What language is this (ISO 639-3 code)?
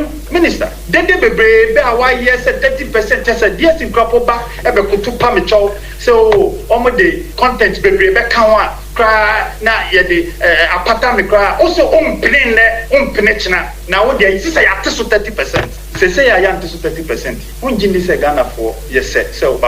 aka